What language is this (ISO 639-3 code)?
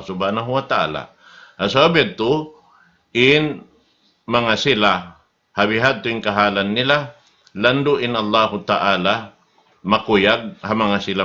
tsg